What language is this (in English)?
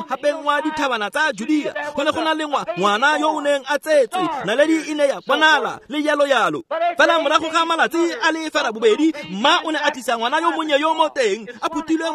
Tswana